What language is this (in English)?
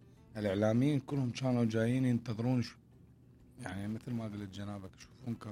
Mesopotamian Arabic